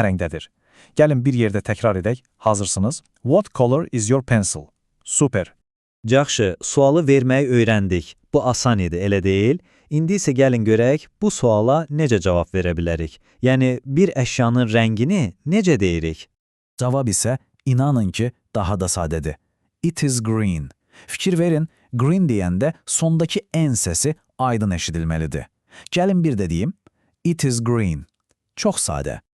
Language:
Azerbaijani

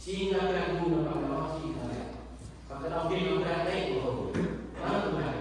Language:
Central Mnong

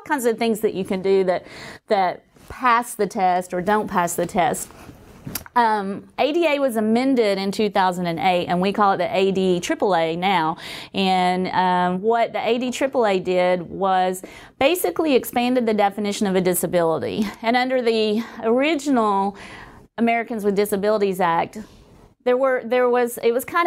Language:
English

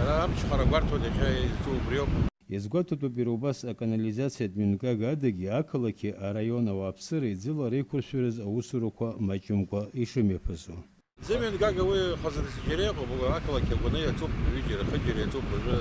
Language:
Abkhazian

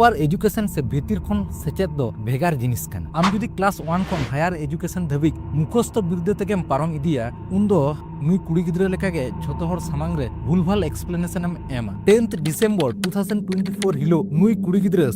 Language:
Santali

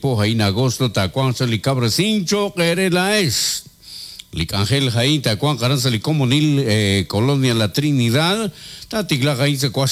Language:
Kekchí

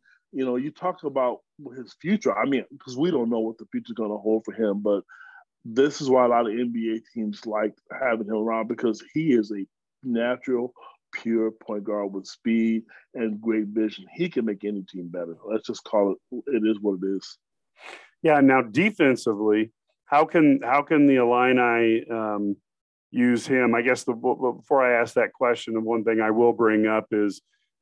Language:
English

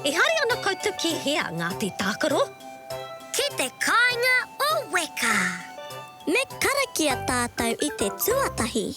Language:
Māori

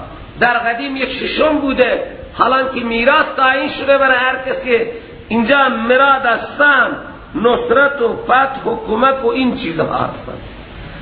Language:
Persian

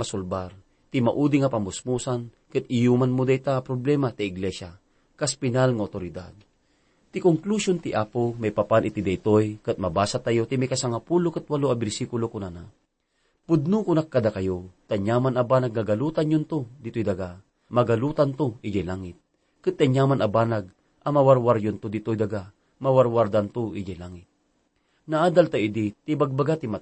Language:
Iloko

